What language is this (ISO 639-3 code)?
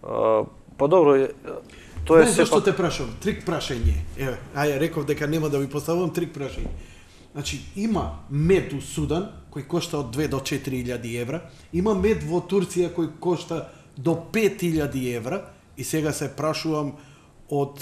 mkd